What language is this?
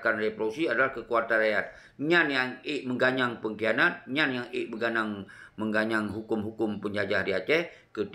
Achinese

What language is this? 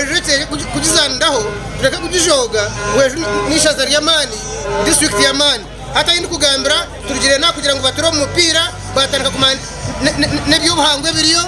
Nyankole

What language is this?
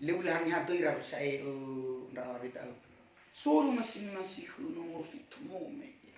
Nias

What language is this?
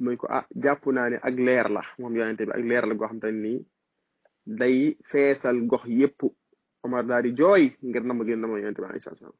Wolof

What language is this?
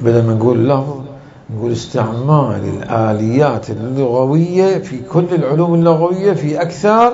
Mesopotamian Arabic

